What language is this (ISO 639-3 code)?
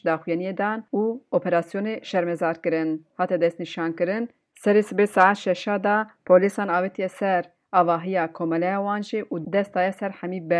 kur